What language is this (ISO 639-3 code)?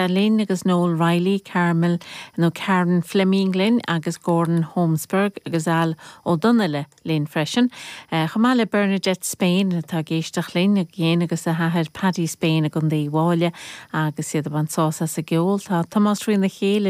gle